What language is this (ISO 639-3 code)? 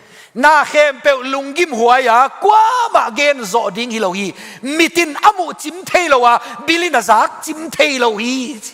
ctd